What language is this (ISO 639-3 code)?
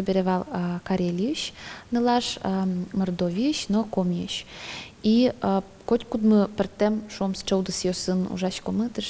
udm